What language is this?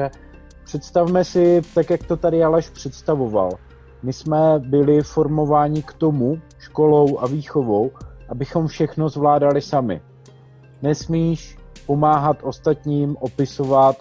Czech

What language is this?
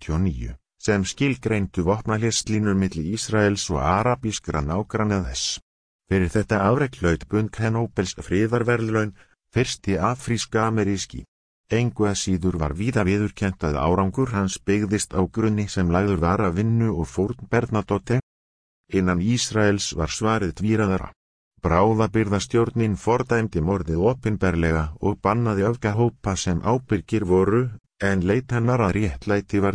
Icelandic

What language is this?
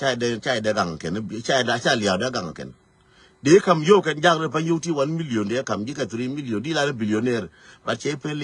Nuer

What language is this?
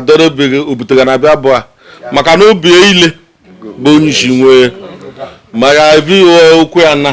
Igbo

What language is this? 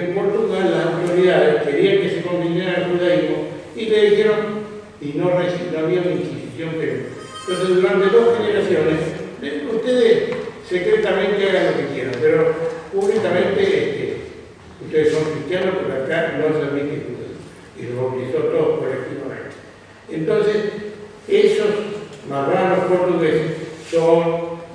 Ladino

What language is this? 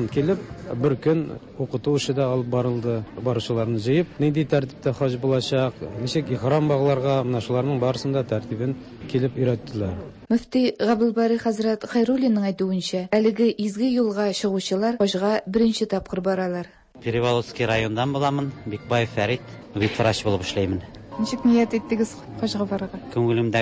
Tatar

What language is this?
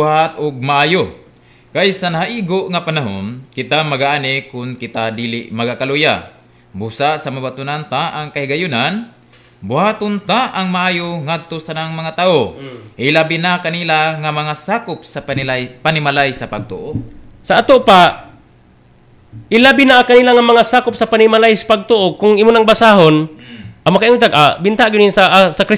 Cebuano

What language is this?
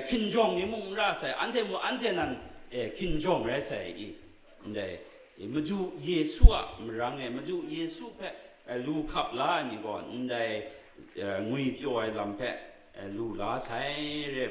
Kachin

